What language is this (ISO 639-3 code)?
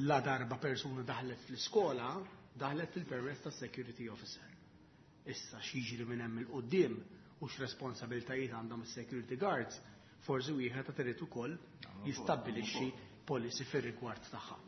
mlt